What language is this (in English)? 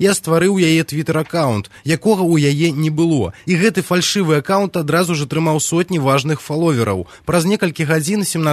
Belarusian